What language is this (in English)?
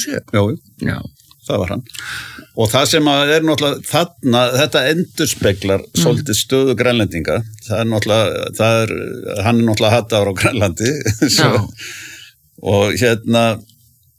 Icelandic